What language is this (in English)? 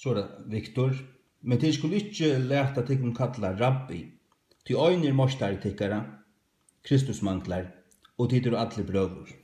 Faroese